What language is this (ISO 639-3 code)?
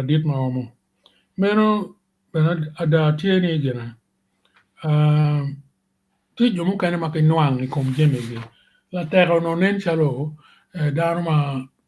ach